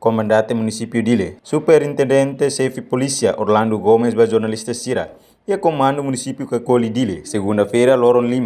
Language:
Tetum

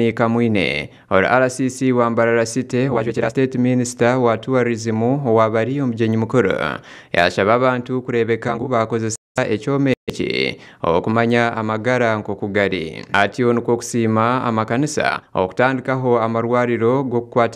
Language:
Nyankole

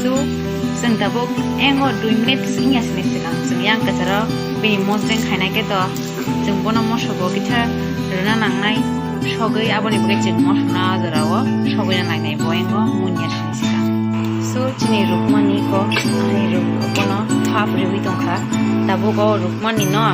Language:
Kok Borok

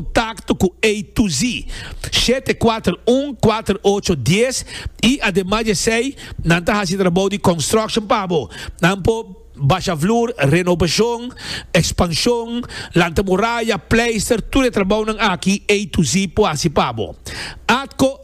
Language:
Papiamento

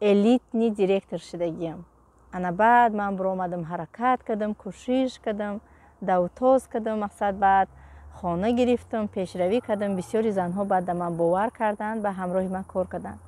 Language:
Tajik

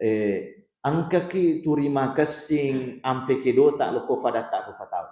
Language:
Buginese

